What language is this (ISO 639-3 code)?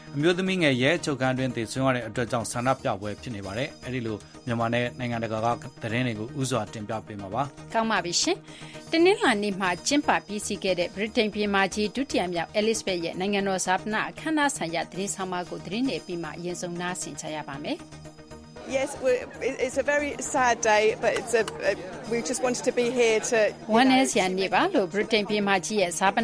mya